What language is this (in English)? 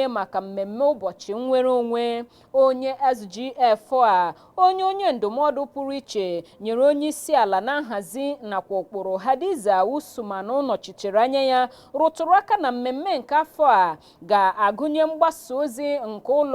Igbo